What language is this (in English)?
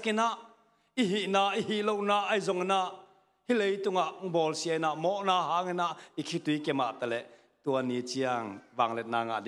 Tedim Chin